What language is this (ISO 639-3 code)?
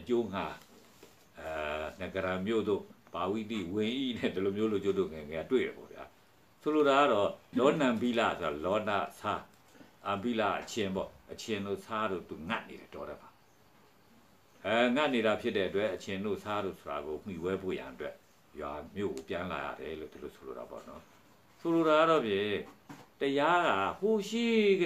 mya